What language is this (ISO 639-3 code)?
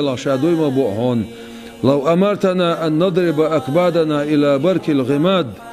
che